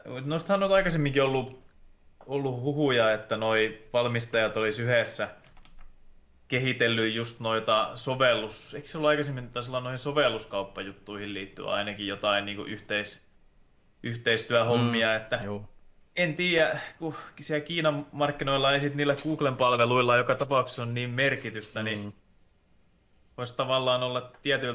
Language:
Finnish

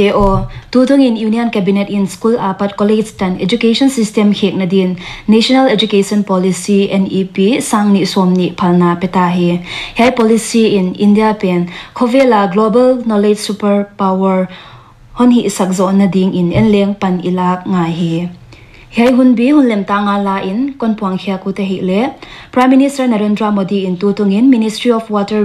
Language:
Paite Chin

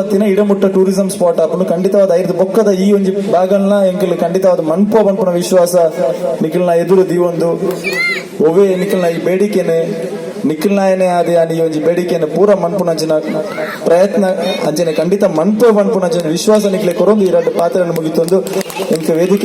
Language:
Tulu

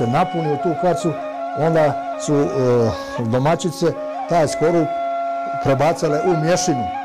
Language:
Bosnian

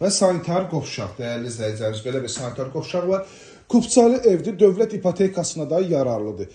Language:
Azerbaijani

